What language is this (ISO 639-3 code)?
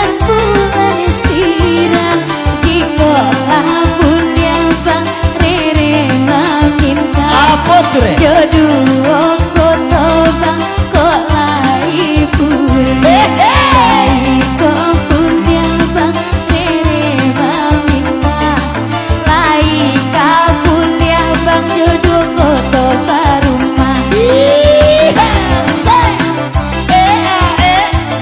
min